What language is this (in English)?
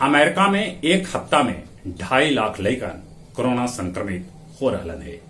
Magahi